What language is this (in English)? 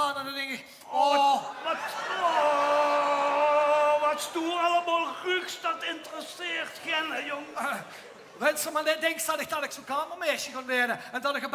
Limburgish